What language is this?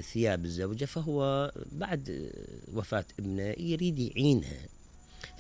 Mesopotamian Arabic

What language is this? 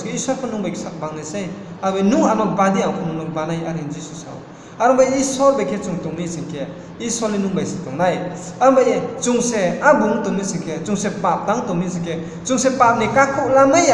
Riang (India)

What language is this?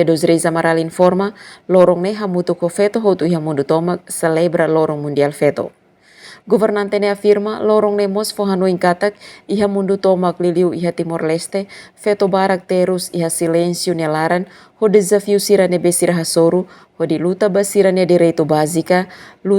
Tetum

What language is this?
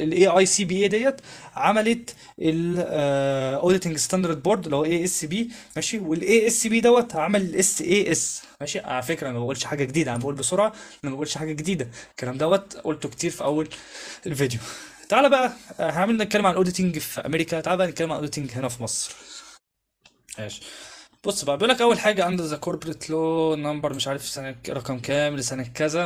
Egyptian Arabic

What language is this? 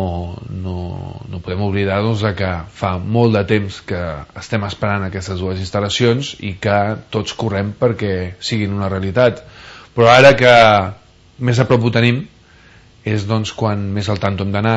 Catalan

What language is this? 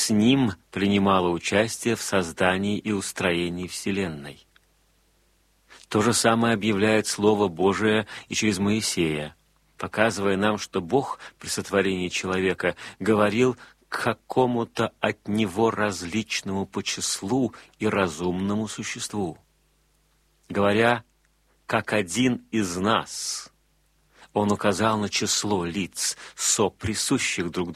Russian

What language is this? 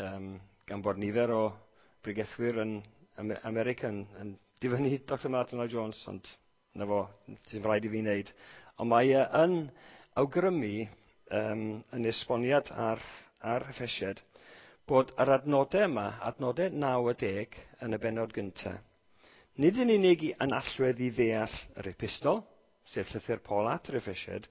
Welsh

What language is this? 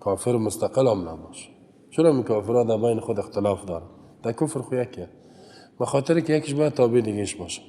Persian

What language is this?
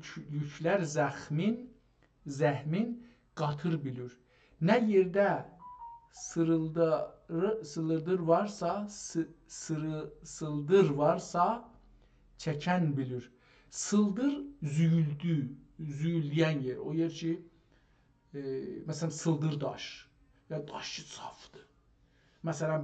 South Azerbaijani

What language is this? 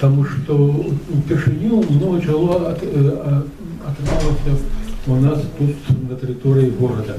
Belarusian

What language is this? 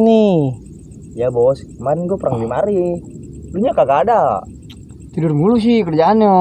Betawi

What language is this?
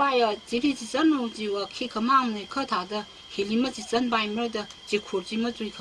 Tangkhul Naga (India)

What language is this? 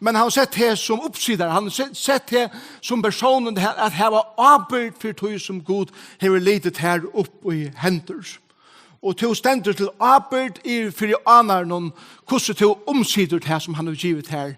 Faroese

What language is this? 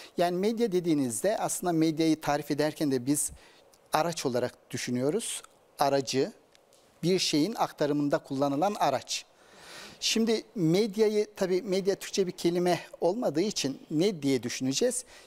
Turkish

